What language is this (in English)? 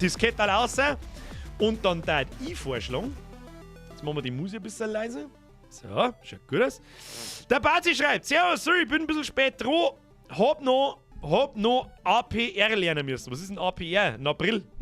Bavarian